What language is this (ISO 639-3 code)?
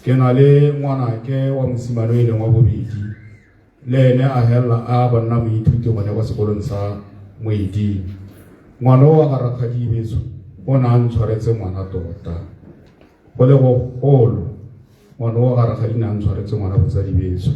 tsn